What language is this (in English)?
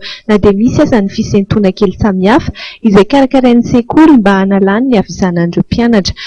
Malagasy